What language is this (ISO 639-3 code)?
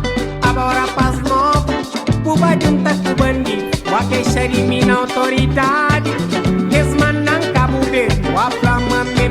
kea